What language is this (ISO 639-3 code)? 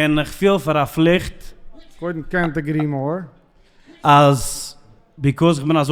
yid